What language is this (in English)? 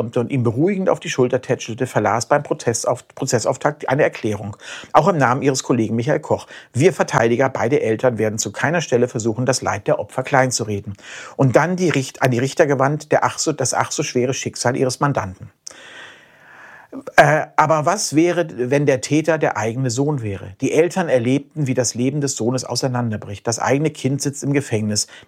German